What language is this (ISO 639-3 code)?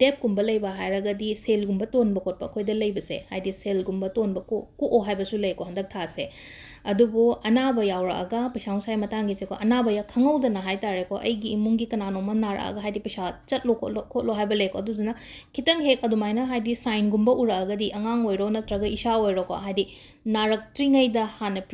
mni